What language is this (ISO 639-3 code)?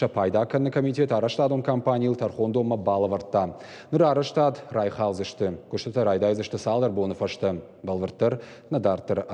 oss